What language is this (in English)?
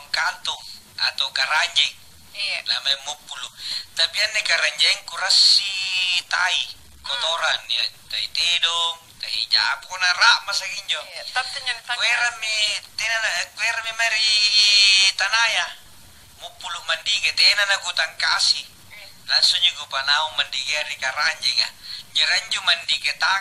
Makasar